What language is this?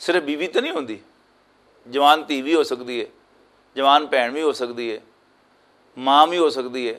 Western Panjabi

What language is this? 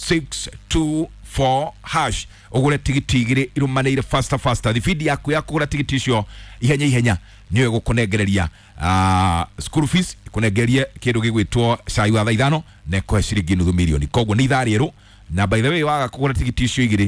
Kikuyu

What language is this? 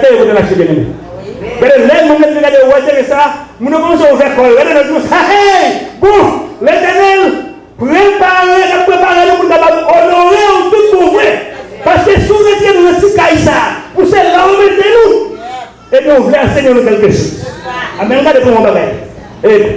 Haitian Creole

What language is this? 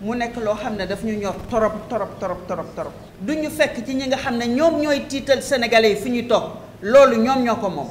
Wolof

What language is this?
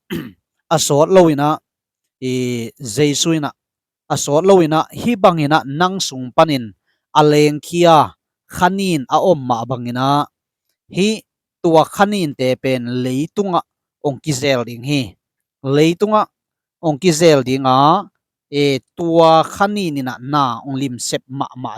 Tedim Chin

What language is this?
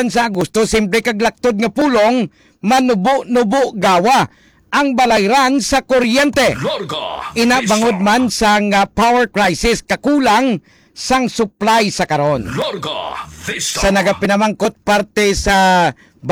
Hiligaynon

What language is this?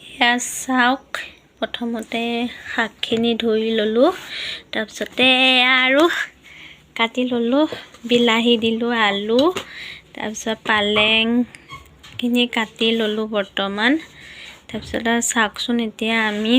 Assamese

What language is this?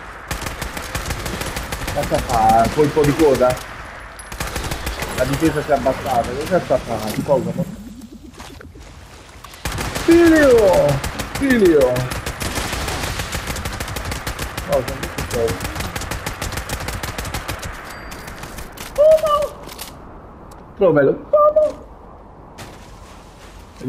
Italian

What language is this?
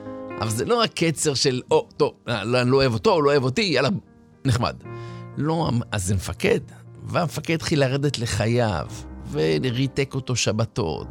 Hebrew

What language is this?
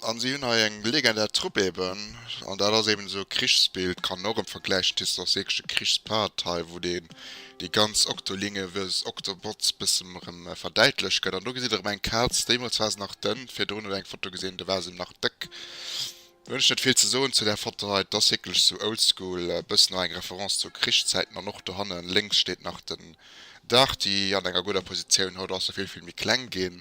Luxembourgish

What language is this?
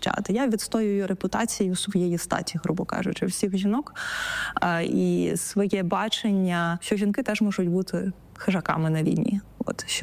Ukrainian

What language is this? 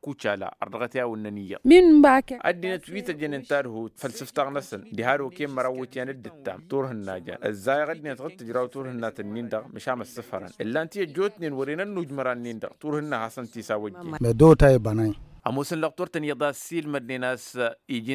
Tamasheq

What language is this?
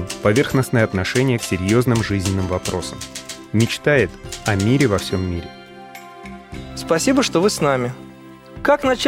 Russian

